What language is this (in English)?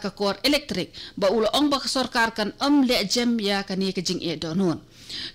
Khasi